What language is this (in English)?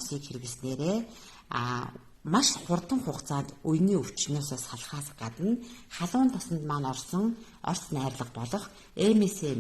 Mongolian